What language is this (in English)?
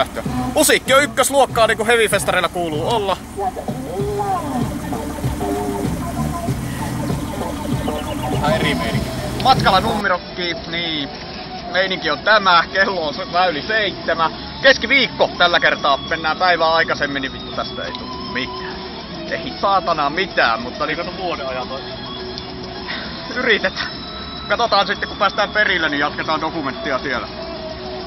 Finnish